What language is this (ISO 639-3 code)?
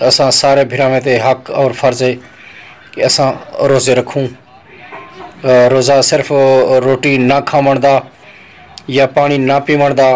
skr